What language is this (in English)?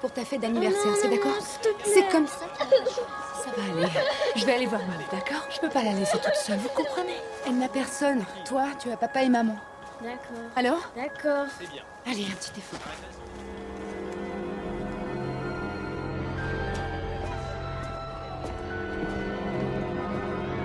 French